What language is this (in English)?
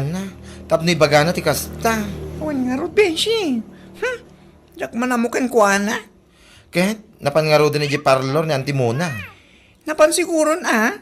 Iloko